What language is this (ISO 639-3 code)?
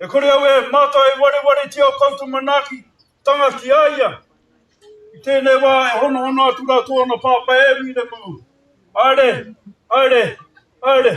mri